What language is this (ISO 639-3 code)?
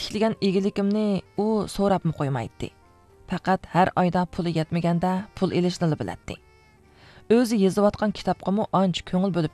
uig